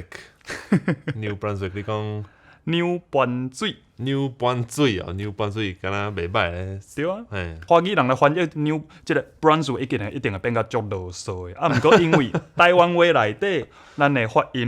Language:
Min Nan Chinese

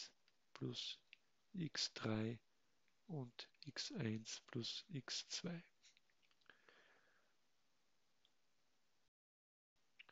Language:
German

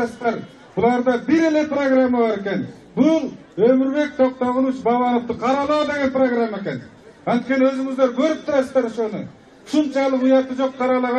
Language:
Kyrgyz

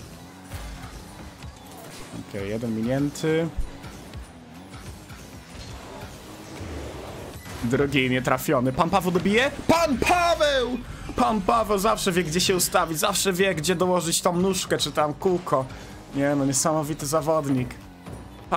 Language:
Polish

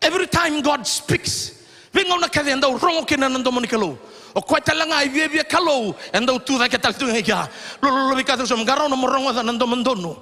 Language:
Fijian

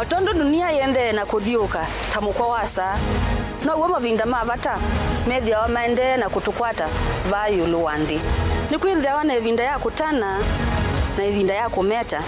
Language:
Kamba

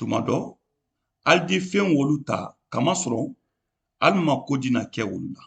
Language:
Mandingo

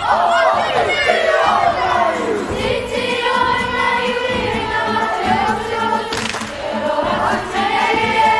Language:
Māori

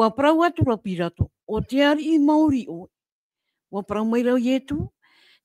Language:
Tahitian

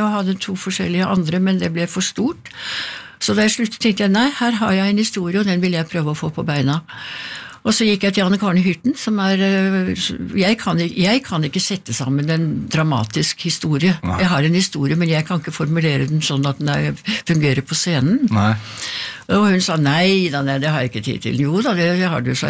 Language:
Norwegian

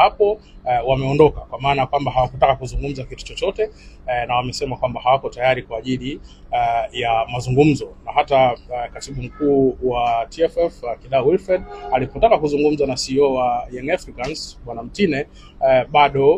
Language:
Swahili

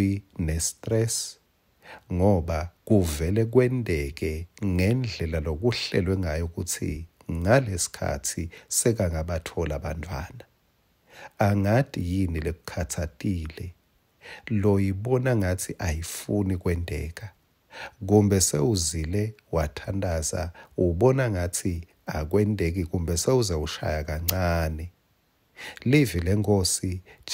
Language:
Swati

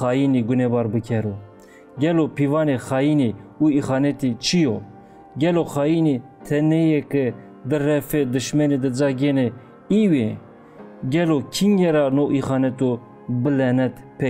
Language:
Zaza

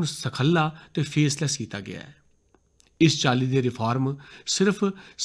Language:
Dogri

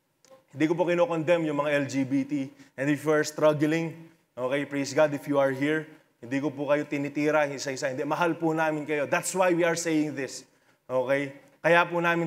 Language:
Filipino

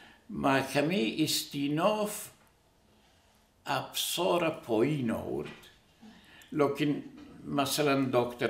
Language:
Persian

